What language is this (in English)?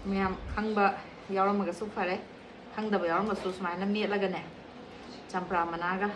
Manipuri